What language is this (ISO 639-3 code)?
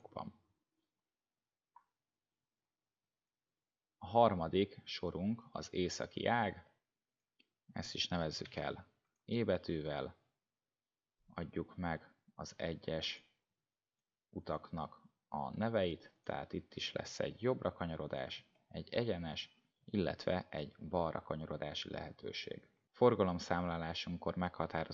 hun